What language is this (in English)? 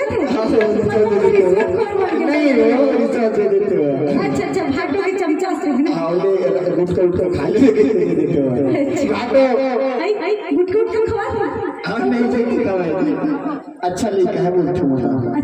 Chhattisgarhi